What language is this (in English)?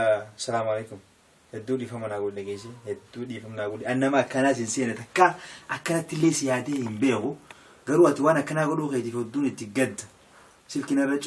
Oromo